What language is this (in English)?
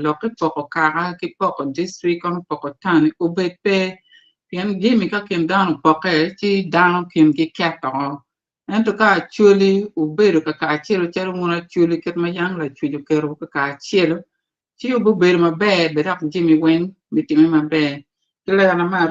Acoli